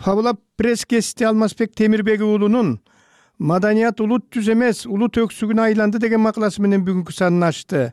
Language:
Kyrgyz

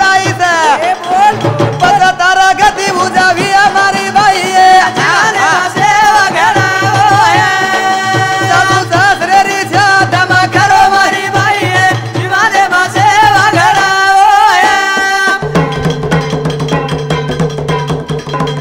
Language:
Lambadi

